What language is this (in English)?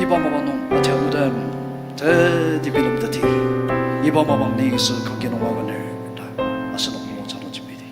Ao Naga